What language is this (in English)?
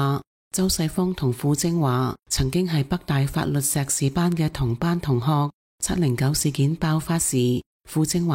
Cantonese